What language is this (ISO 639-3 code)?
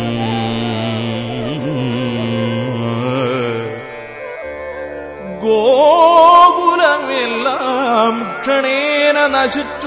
mal